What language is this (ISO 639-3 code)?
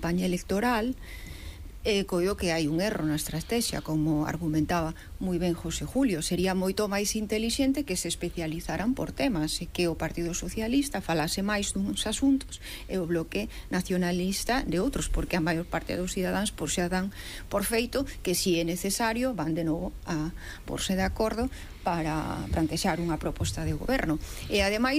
glg